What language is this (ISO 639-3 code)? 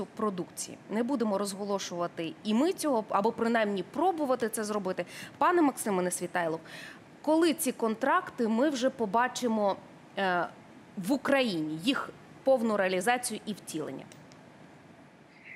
ukr